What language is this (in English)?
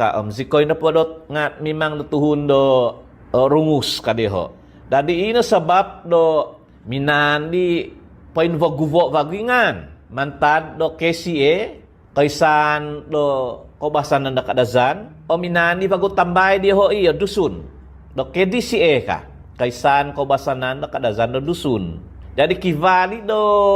Central Dusun